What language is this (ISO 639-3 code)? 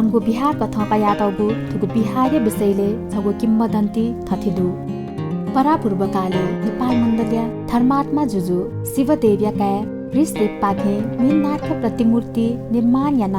new